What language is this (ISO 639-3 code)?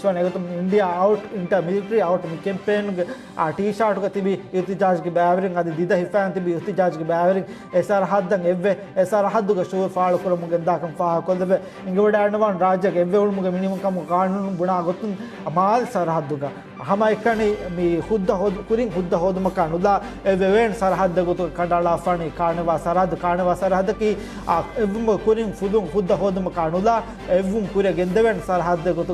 div